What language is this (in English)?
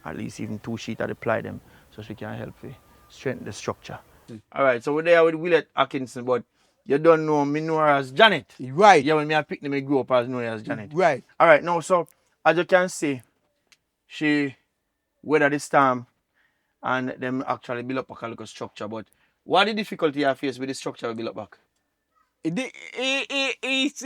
Jamaican Creole English